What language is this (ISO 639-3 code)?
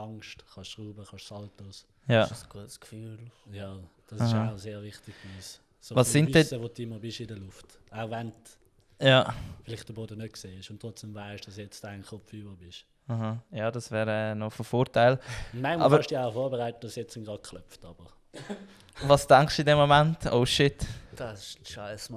gsw